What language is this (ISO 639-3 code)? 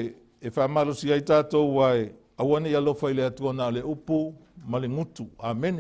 smo